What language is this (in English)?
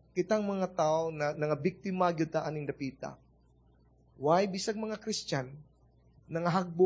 Cebuano